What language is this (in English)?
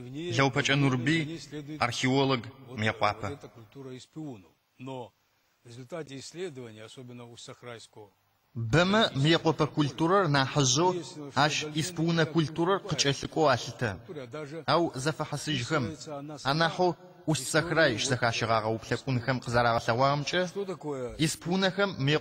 Adyghe